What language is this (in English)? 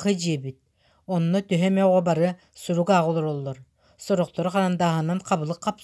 Yakut